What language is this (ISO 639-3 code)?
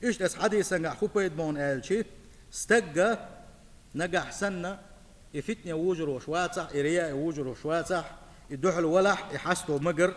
che